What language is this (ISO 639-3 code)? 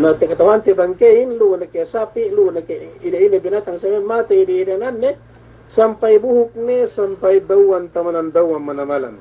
yka